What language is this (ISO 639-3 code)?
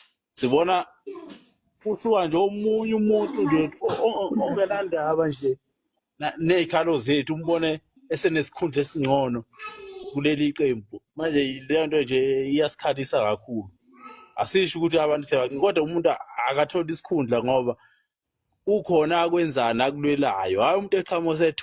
zul